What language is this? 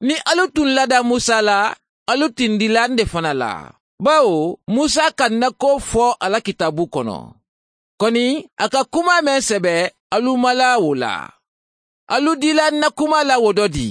Mandingo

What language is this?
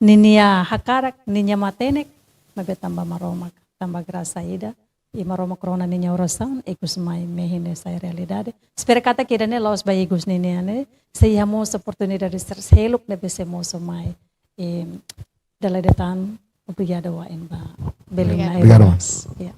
Tetum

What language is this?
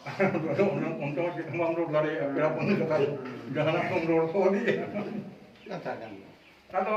Santali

